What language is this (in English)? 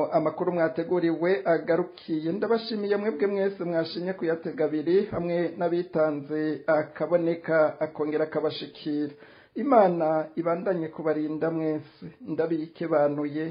Rundi